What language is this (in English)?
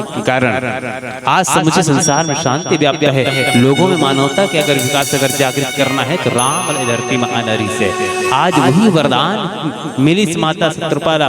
Chhattisgarhi